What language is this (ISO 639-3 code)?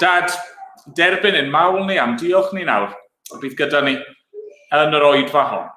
cym